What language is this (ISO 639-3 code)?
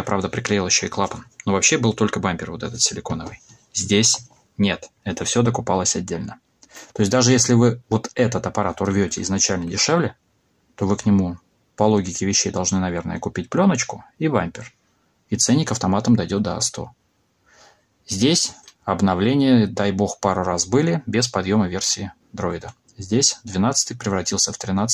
rus